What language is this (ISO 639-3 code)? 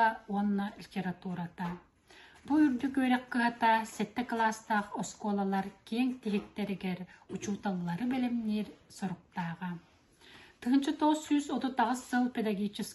sah